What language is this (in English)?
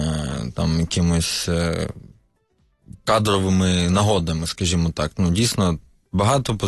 Ukrainian